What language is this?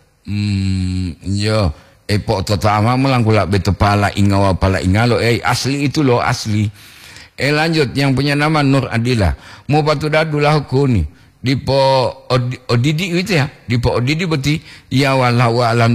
Gorontalo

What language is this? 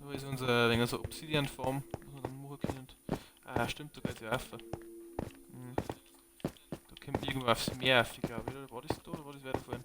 Bavarian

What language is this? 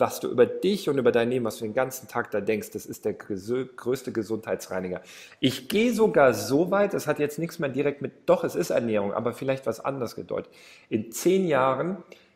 German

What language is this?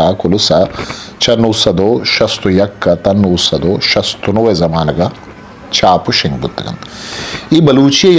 Eastern Balochi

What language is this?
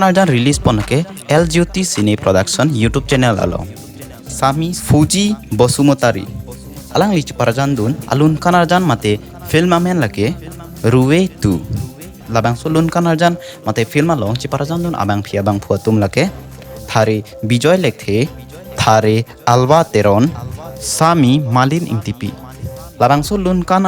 Karbi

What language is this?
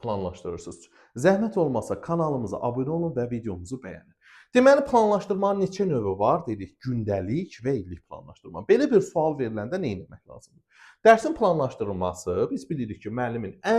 Azerbaijani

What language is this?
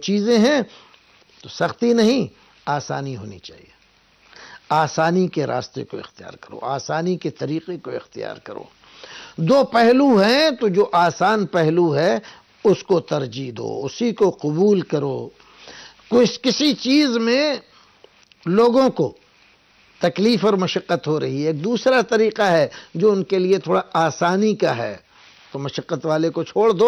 Urdu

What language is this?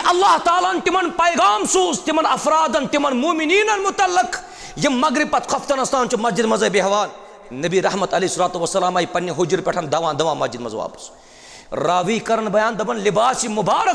Kashmiri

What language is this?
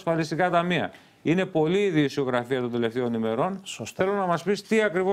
Greek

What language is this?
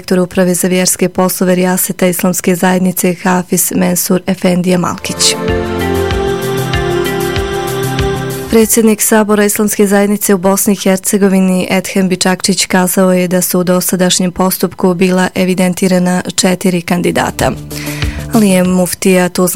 Bosnian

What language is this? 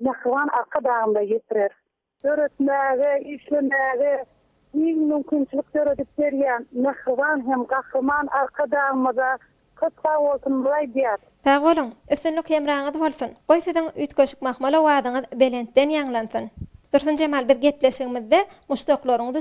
Turkmen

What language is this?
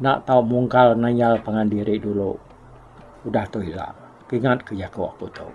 Iban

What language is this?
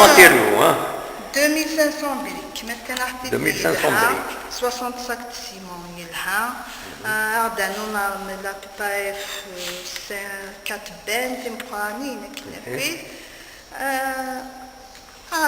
Kabyle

